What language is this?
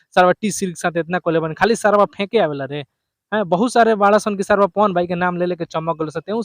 Bhojpuri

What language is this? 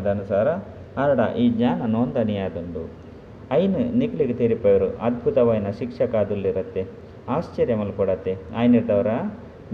Tulu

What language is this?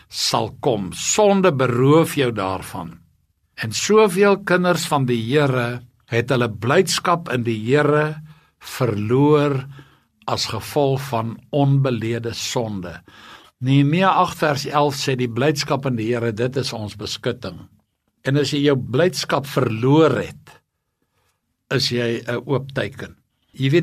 Afrikaans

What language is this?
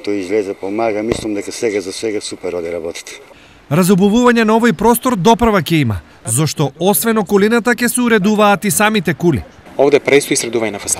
Macedonian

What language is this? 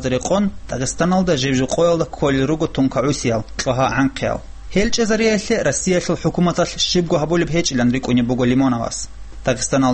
Avaric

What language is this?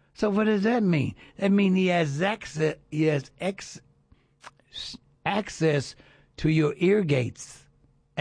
English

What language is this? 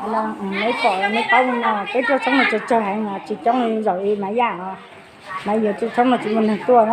Hmong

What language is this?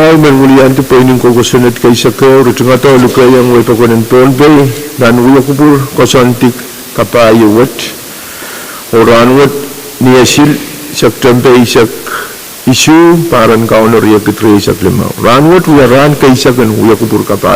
Pohnpeian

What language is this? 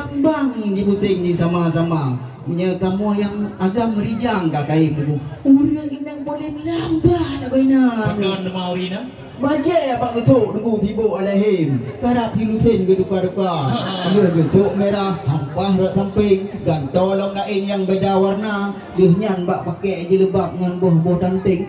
Achinese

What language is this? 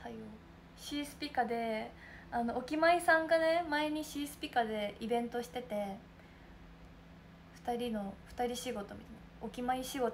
Japanese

